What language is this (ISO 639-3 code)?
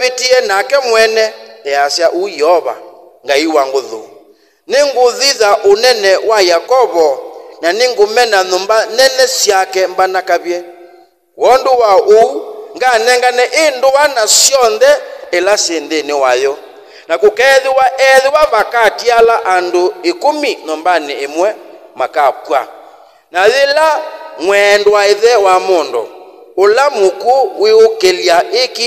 kam